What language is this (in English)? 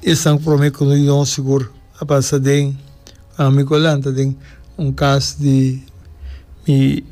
Papiamento